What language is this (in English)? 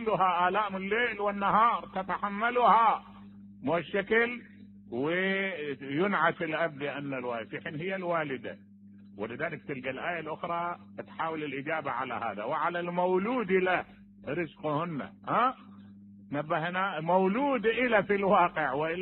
Mesopotamian Arabic